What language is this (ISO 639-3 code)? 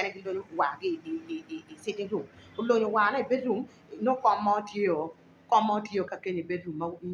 ach